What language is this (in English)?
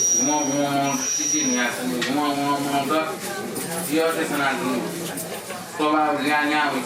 Newari